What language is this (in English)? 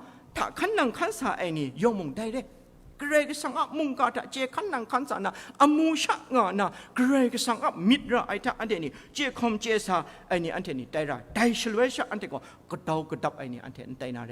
Kachin